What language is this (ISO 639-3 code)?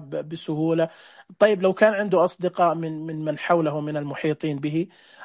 ars